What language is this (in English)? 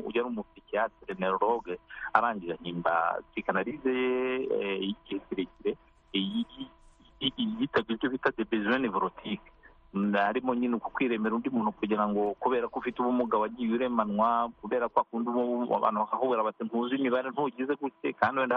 Kinyarwanda